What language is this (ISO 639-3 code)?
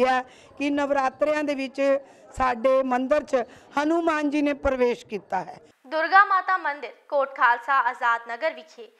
pan